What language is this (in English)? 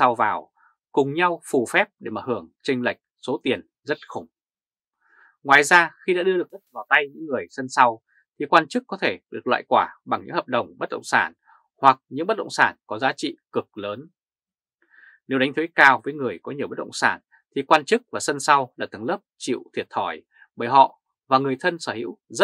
Vietnamese